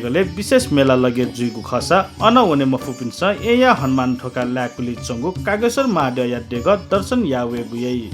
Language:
Newari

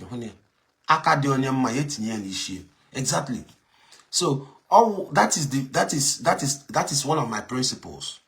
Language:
Igbo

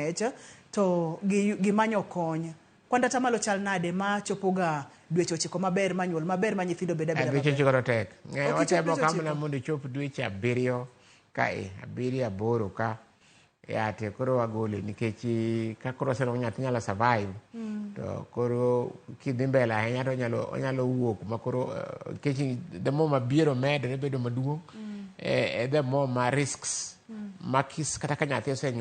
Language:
Luo (Kenya and Tanzania)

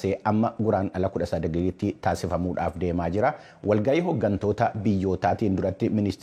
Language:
Oromo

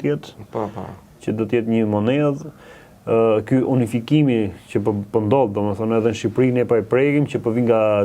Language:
Albanian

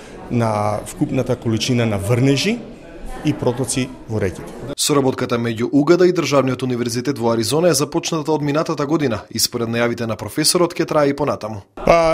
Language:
Macedonian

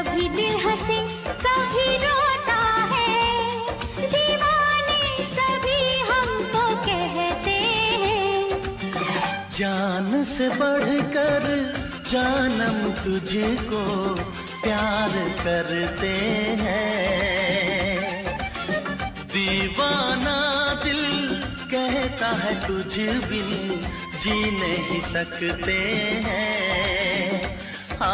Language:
Hindi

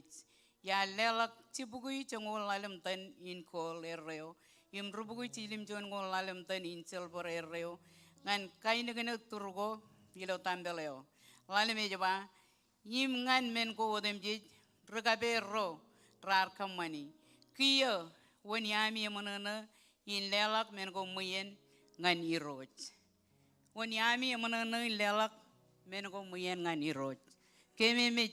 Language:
Marshallese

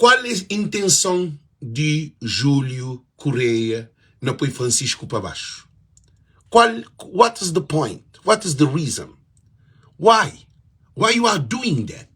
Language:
Kabuverdianu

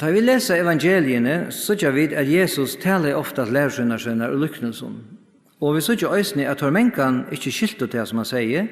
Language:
Faroese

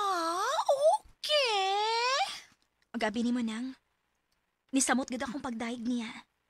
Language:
Cebuano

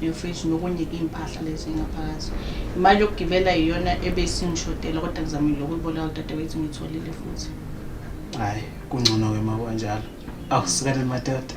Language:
Zulu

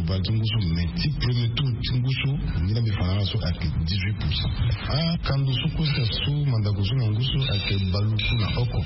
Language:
Sango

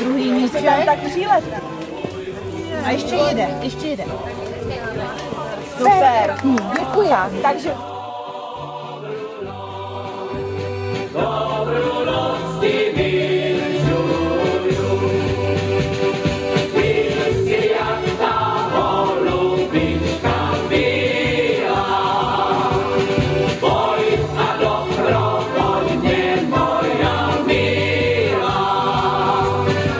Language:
Czech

